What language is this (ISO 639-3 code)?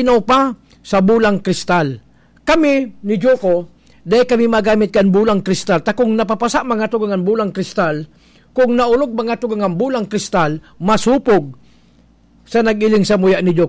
bik